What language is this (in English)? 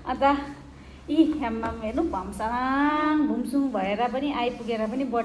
Nepali